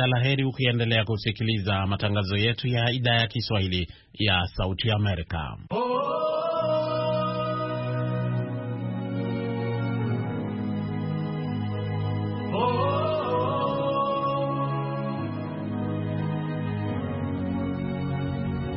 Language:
Swahili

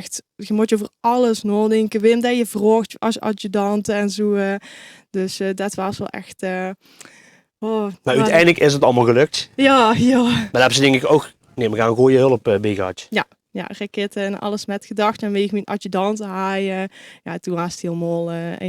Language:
Limburgish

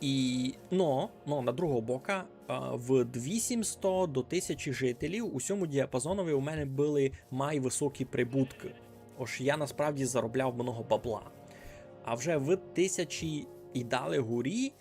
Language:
Rusyn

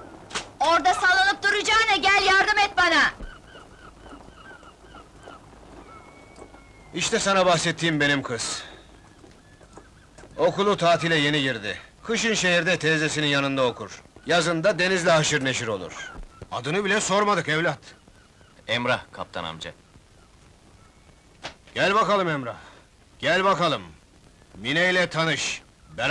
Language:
Turkish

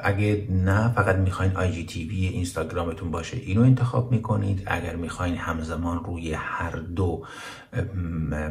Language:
Persian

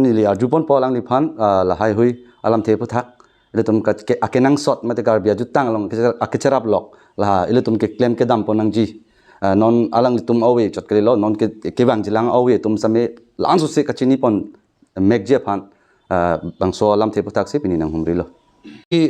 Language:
Karbi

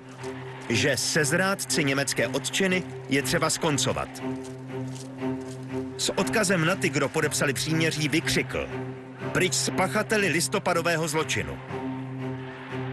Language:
Czech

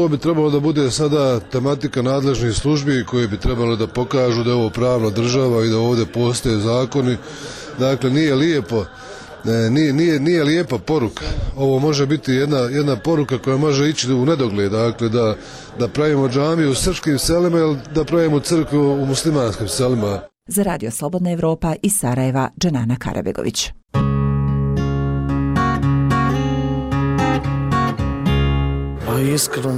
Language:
Bosnian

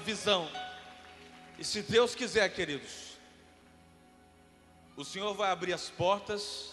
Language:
Portuguese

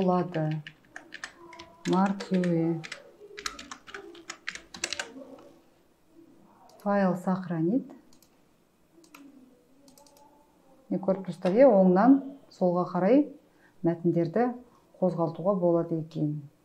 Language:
Kazakh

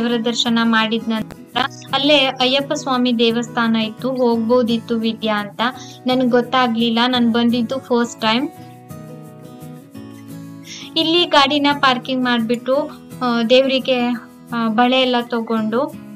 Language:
Kannada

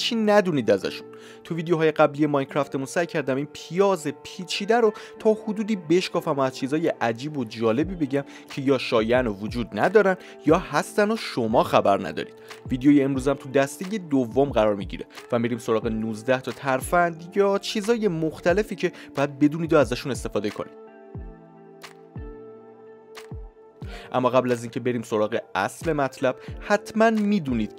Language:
Persian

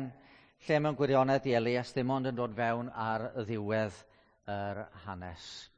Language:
Welsh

